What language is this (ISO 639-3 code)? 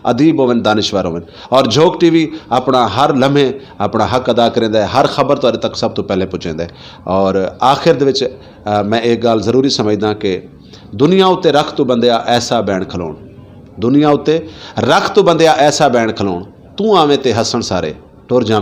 skr